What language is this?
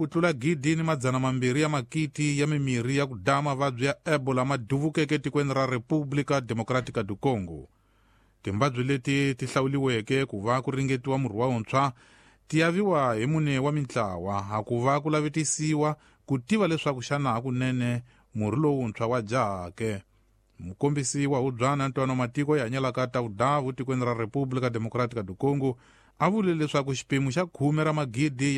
Tsonga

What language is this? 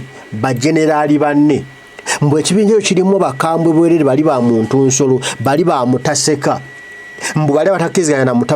Ganda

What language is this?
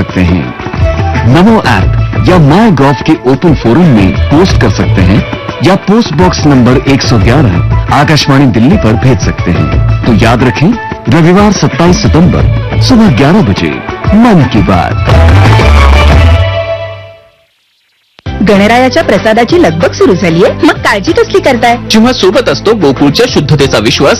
Marathi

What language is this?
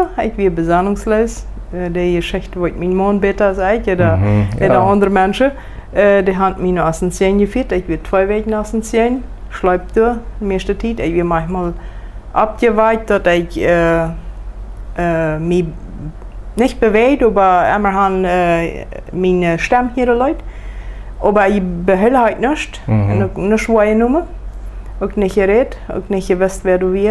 Plautdietsch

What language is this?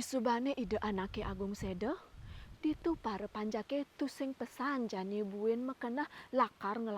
Balinese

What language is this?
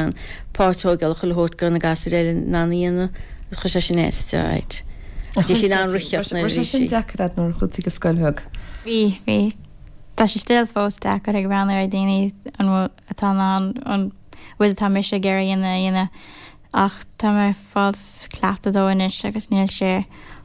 Irish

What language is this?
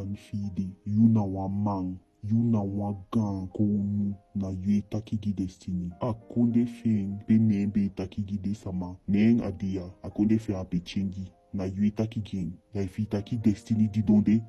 Eastern Maroon Creole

